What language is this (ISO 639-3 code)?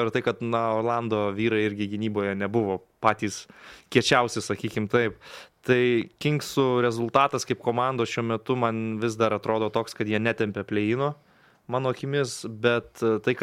lit